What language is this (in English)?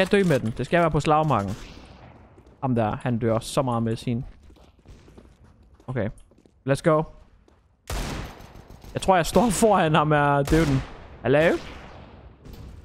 Danish